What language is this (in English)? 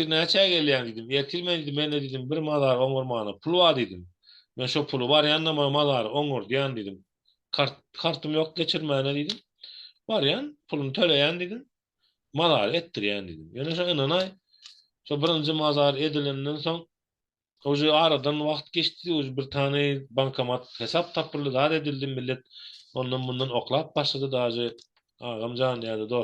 Turkmen